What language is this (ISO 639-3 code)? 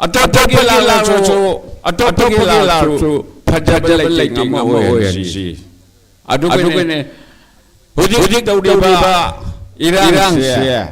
mni